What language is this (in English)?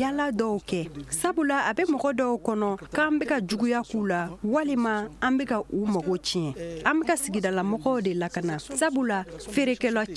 Bambara